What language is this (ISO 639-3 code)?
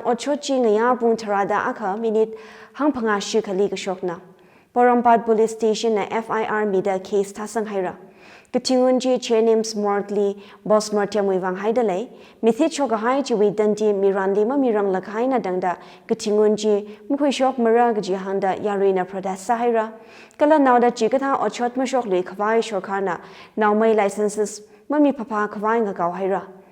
nmf